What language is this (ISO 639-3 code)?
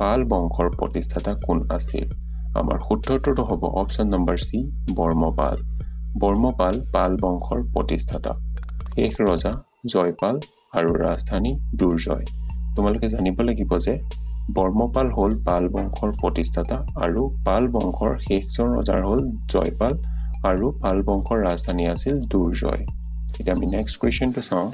asm